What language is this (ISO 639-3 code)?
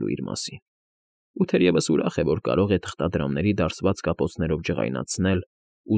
hye